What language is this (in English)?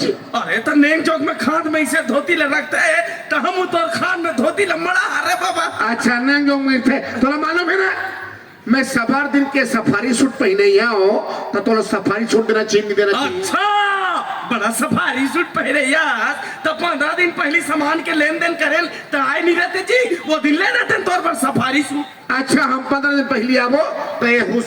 Chhattisgarhi